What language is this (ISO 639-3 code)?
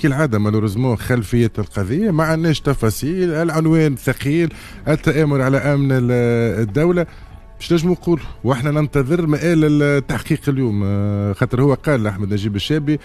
aeb